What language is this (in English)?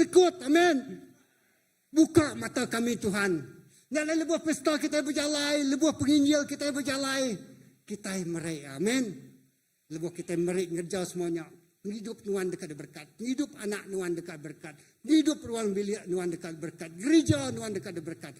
Iban